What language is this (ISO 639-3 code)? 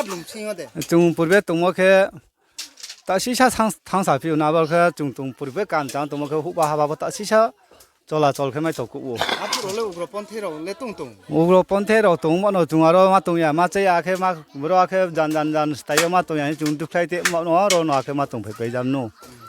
ria